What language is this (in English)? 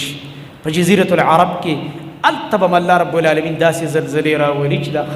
Pashto